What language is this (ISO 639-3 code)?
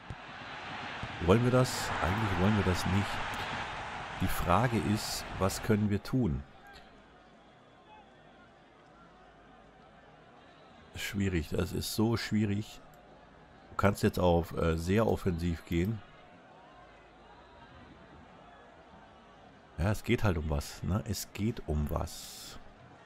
deu